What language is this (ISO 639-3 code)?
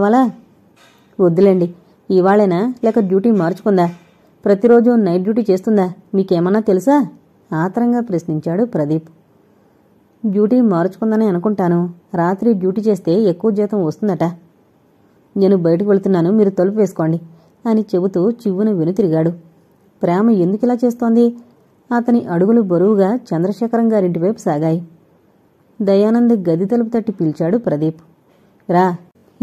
tel